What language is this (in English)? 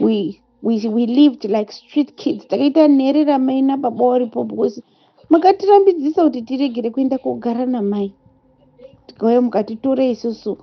Shona